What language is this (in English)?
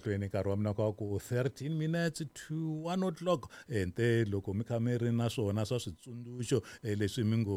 Tsonga